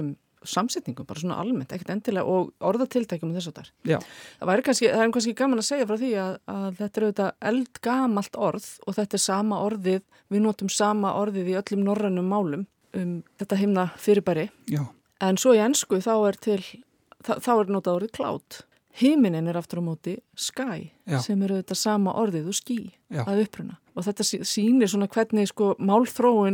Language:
Icelandic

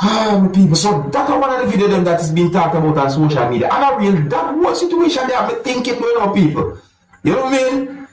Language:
Jamaican Creole English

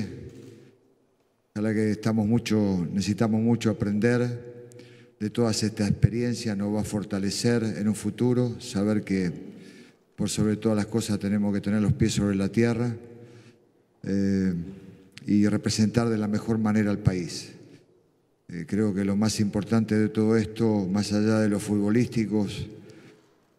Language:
Spanish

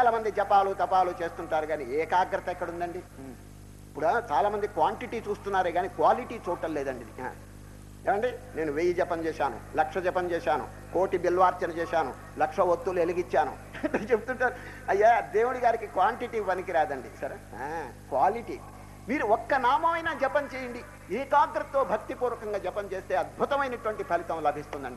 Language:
Telugu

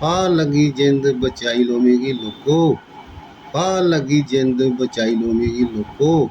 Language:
Dogri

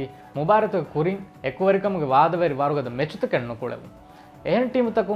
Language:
Divehi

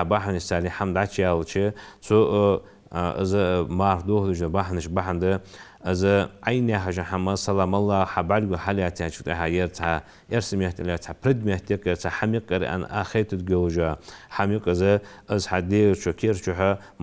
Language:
Ingush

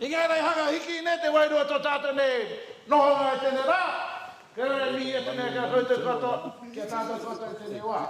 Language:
Māori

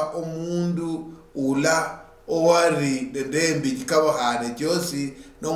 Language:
Luyia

